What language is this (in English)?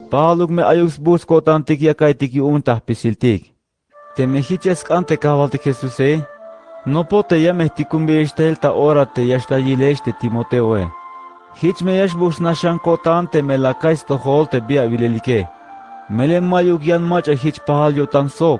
Tzeltal